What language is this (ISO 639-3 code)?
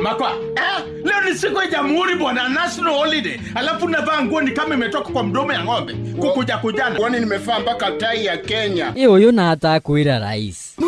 mer